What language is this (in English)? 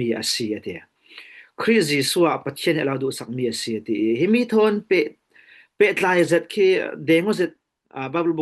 Falam Chin